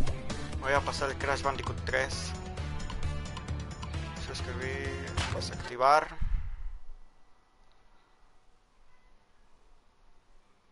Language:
Spanish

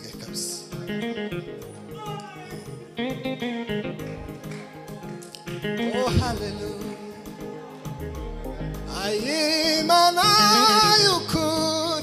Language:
Kinyarwanda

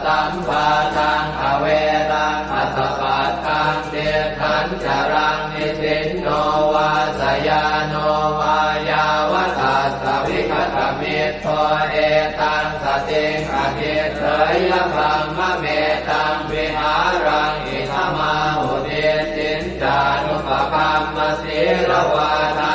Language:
Pali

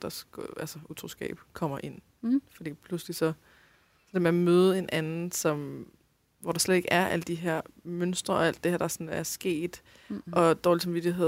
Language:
Danish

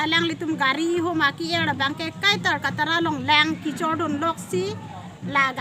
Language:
Karbi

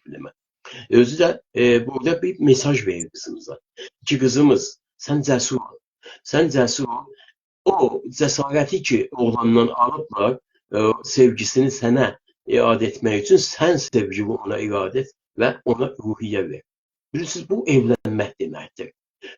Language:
South Azerbaijani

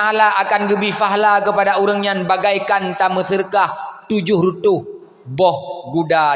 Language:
Achinese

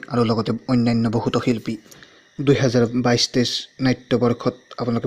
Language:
Assamese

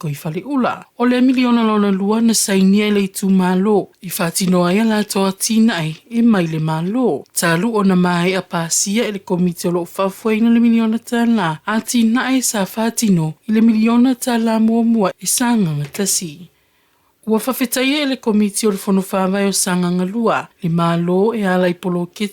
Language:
Samoan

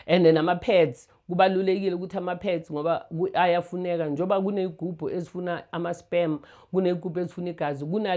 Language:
Zulu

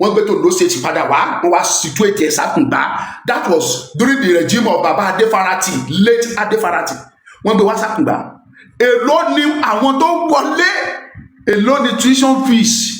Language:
Yoruba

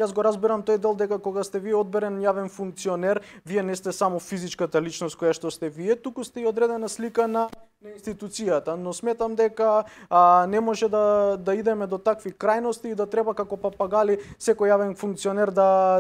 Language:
Macedonian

